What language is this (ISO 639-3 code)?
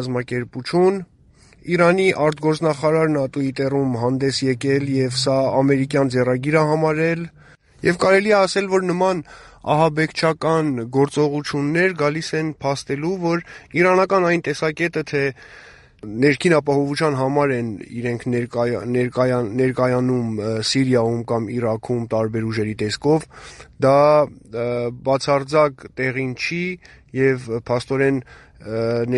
hye